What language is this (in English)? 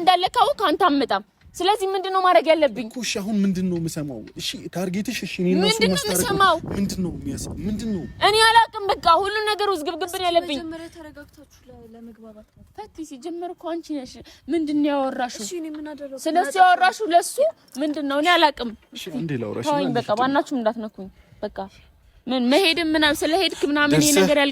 Amharic